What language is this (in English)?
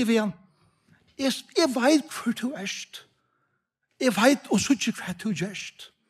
Faroese